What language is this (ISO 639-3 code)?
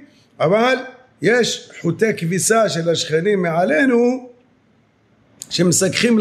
heb